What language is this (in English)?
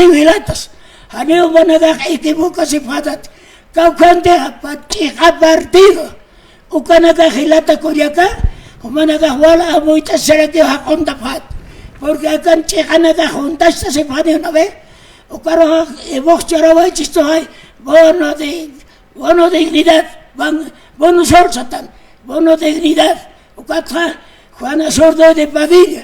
Aymara